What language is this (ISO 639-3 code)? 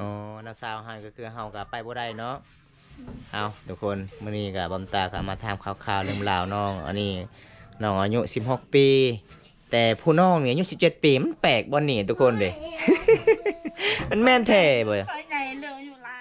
lao